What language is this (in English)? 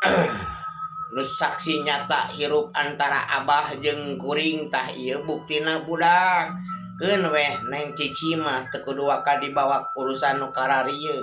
Sundanese